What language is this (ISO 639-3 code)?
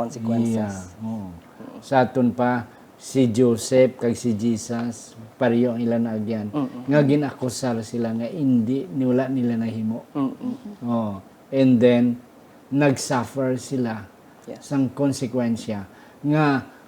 hil